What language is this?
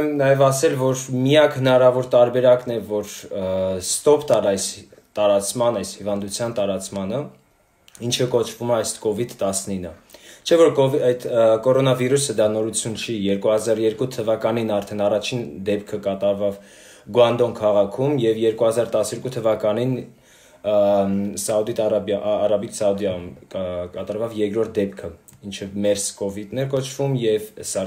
Armenian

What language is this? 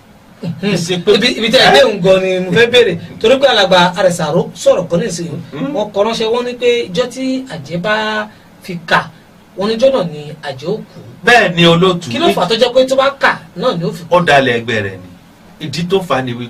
Yoruba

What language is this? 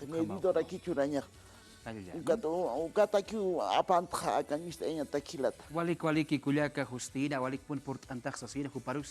Aymara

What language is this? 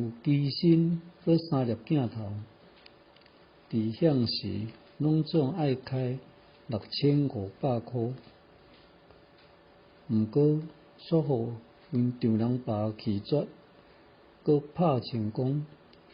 Min Nan Chinese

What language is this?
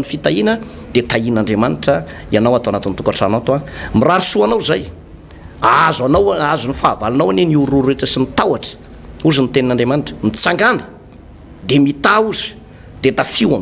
Malagasy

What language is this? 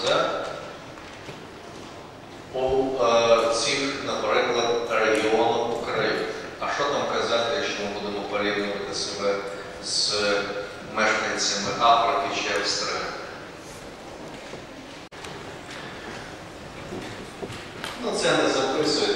Ukrainian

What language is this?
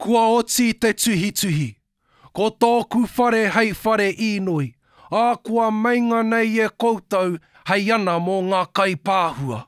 Māori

